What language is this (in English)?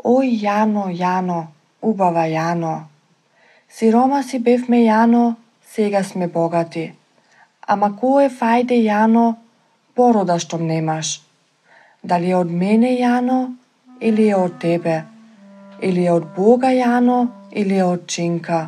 Macedonian